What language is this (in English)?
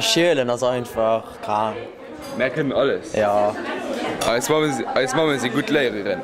Luxembourgish